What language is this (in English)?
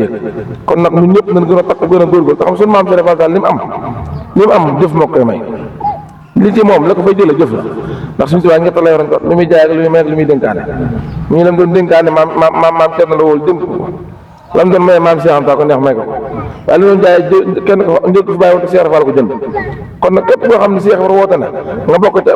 Wolof